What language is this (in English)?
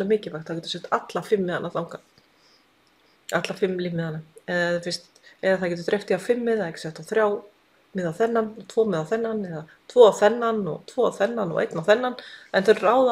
Icelandic